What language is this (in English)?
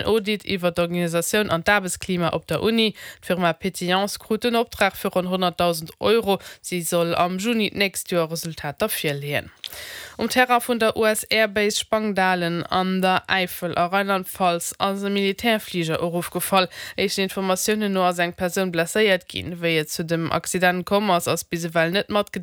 Luxembourgish